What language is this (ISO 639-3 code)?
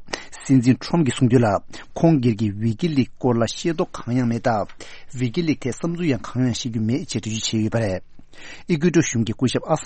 bod